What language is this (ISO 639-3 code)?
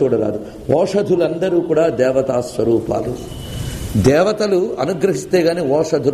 tel